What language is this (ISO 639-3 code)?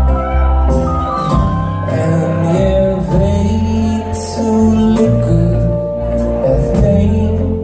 isl